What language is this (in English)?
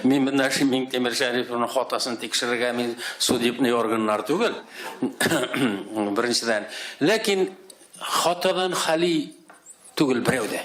Tatar